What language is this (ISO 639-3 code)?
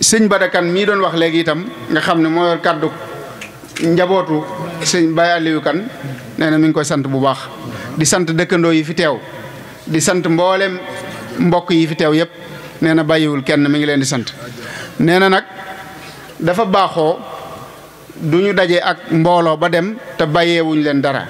wol